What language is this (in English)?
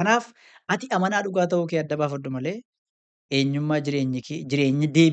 Oromo